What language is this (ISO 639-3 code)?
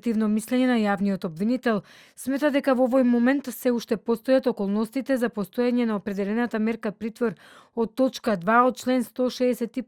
mkd